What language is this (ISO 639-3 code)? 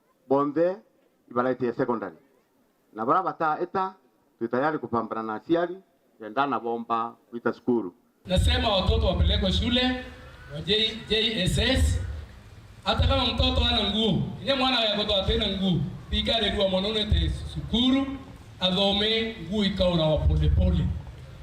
mer